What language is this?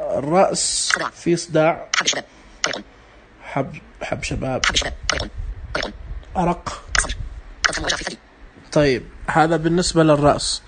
Najdi Arabic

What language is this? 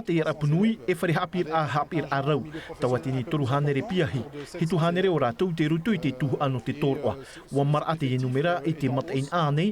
Tahitian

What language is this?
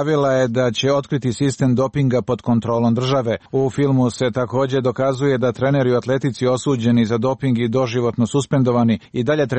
Serbian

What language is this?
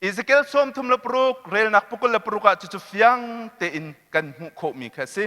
Hakha Chin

